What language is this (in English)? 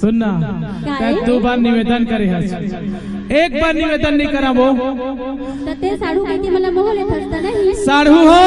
Chhattisgarhi